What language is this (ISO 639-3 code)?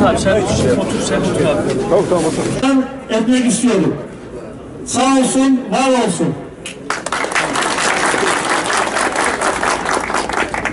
tur